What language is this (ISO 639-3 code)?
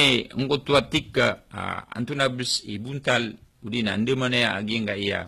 mrw